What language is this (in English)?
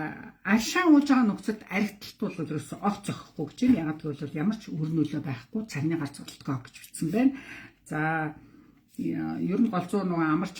Mongolian